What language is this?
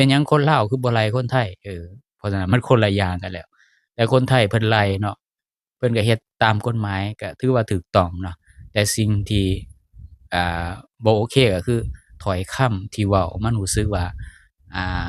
Lao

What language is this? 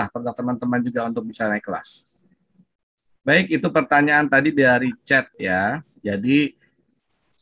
Indonesian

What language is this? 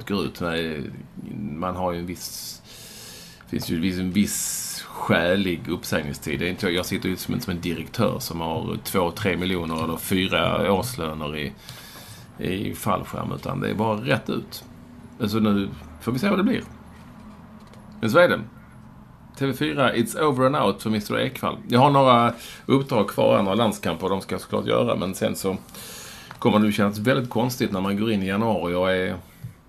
Swedish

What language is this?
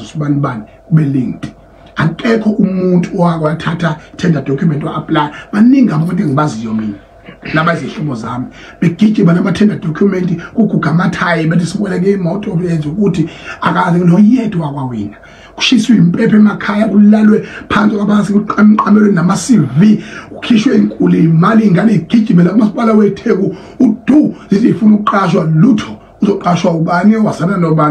Zulu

